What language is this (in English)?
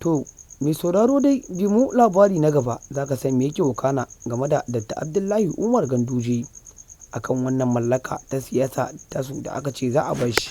Hausa